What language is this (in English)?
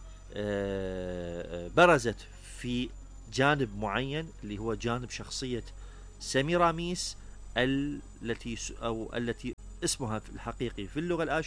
Mesopotamian Arabic